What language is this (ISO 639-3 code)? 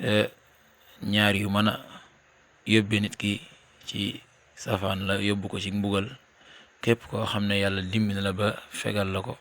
wol